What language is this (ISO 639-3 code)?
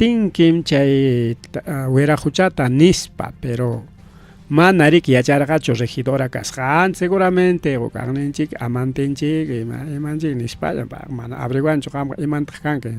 quy